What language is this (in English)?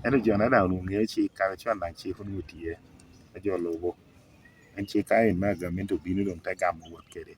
Lango (Uganda)